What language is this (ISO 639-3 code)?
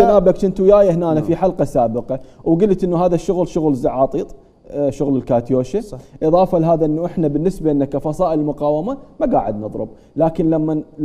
acm